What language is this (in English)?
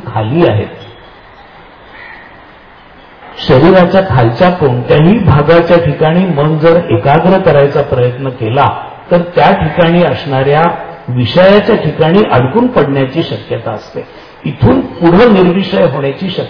Marathi